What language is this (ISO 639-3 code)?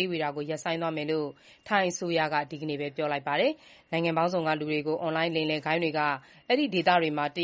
mya